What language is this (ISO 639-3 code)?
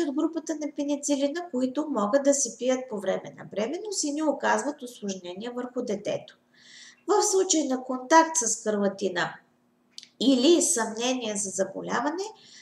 bul